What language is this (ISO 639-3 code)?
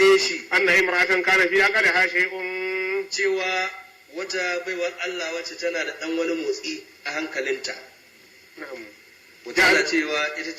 hau